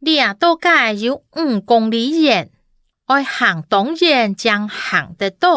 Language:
Hakka Chinese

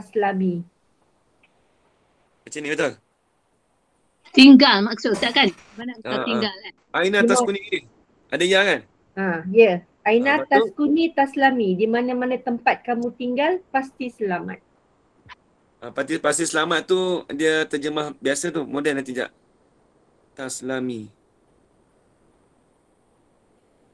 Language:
Malay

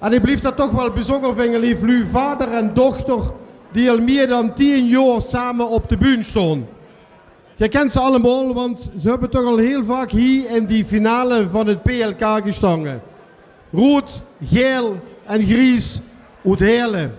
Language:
Limburgish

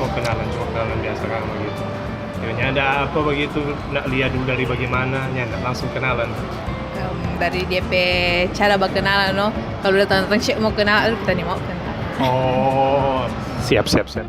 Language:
Manado Malay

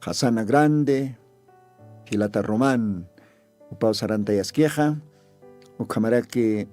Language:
Aymara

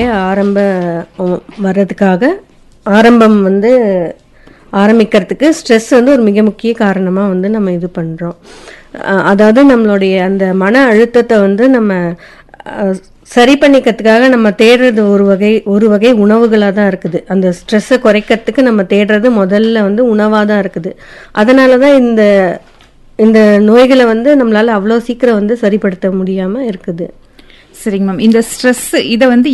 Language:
Tamil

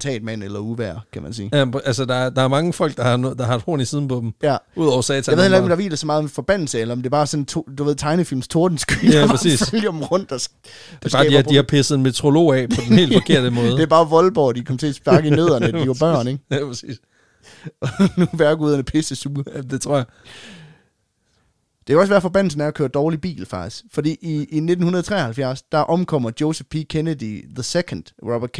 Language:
Danish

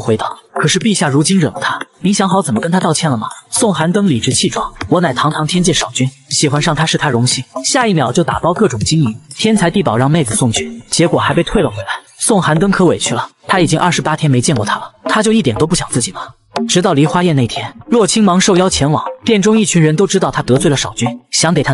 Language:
Chinese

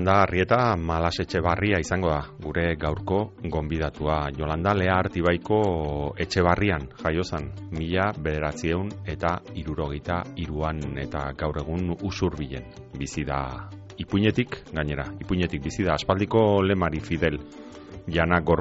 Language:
Basque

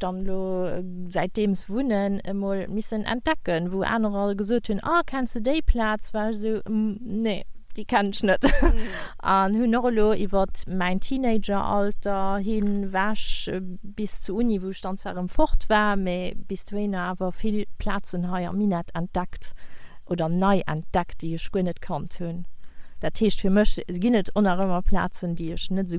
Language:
Luxembourgish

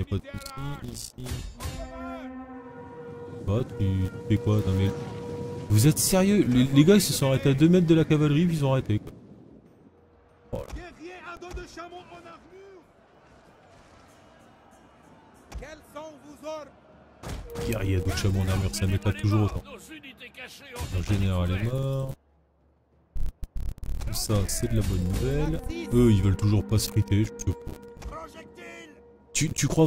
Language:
French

